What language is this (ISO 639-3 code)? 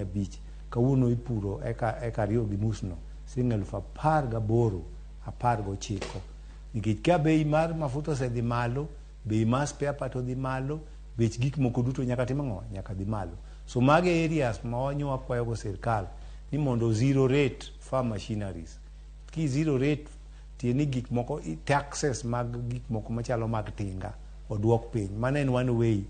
luo